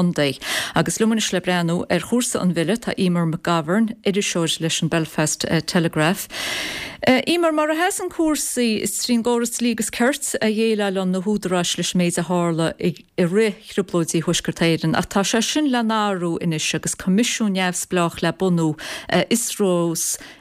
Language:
Irish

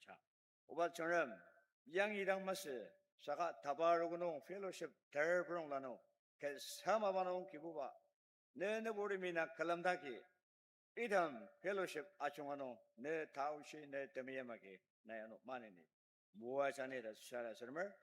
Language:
Ao Naga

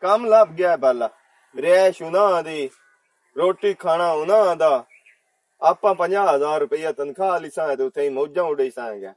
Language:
Western Panjabi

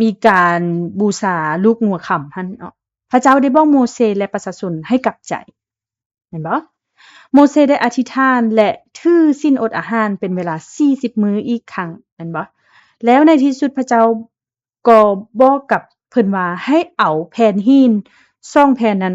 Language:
Lao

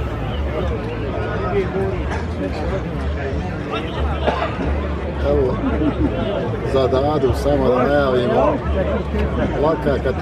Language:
Croatian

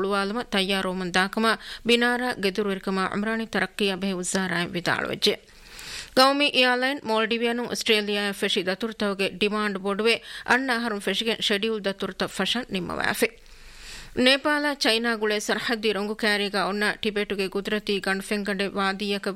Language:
Divehi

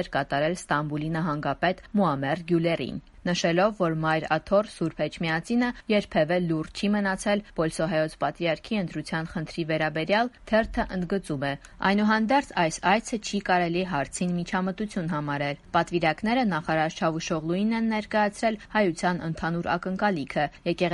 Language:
Armenian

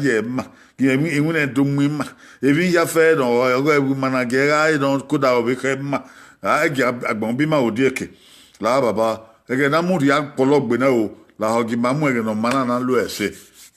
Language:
Bini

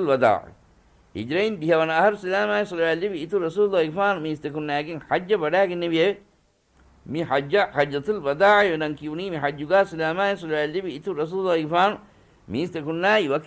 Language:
Divehi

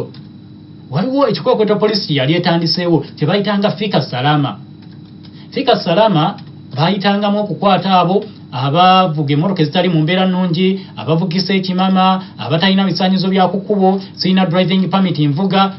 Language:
Ganda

